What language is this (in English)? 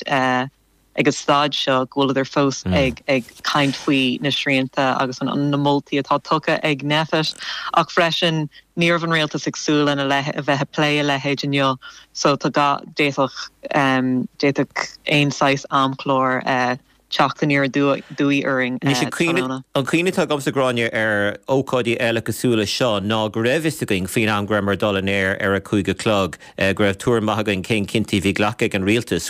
Irish